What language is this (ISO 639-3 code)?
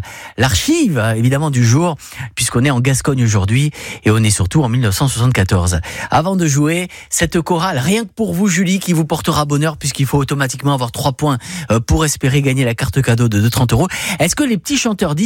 fra